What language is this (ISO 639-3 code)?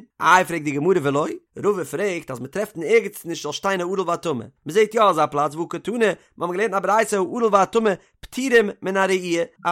yid